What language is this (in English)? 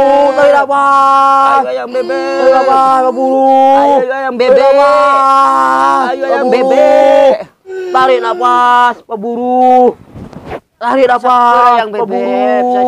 Madurese